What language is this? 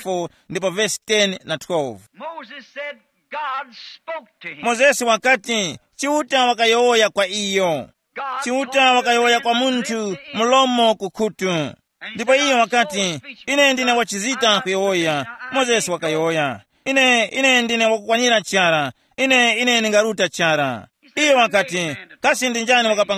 Tumbuka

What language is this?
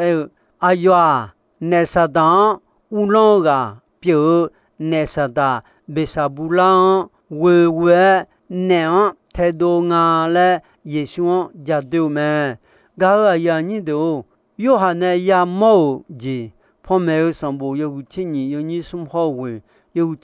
Akha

